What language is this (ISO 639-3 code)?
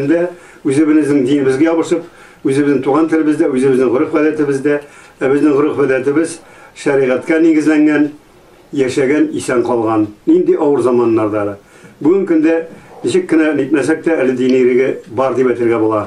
tat